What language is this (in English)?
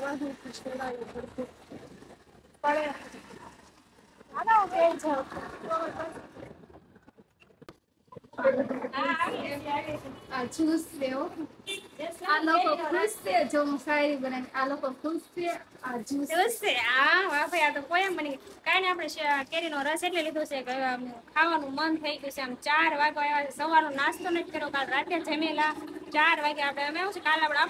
Gujarati